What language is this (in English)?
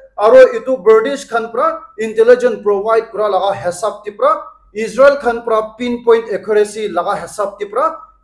Naga Pidgin